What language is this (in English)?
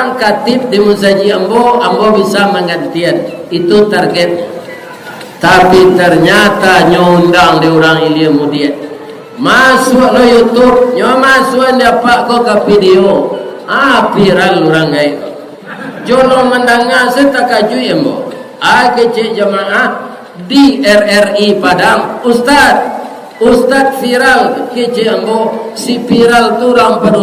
Minangkabau